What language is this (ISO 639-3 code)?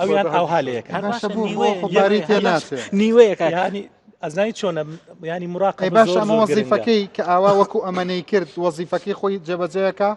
ckb